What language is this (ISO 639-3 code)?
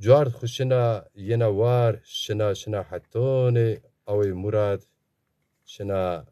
zza